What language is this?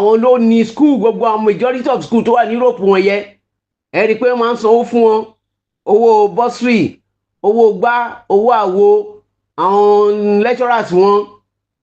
Yoruba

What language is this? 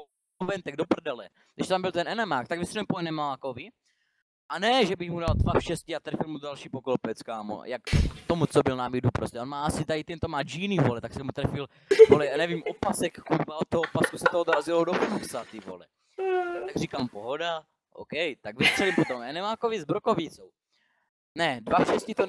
Czech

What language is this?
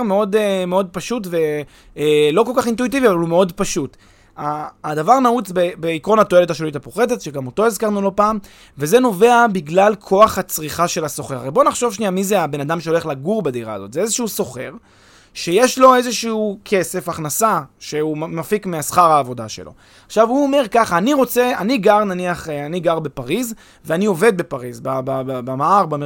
Hebrew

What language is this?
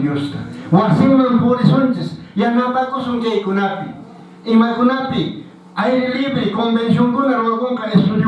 Quechua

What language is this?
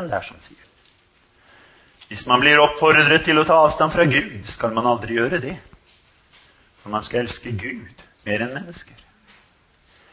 Norwegian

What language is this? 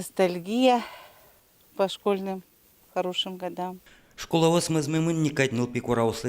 Udmurt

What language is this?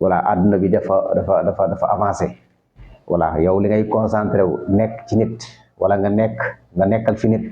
Wolof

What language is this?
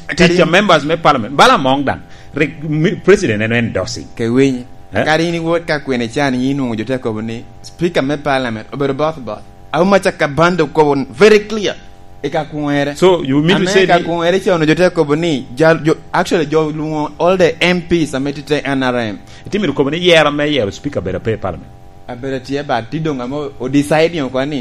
Lango (Uganda)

